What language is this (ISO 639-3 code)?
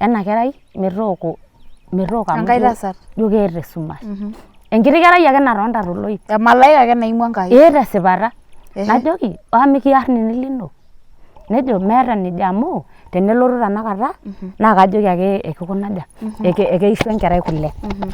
mas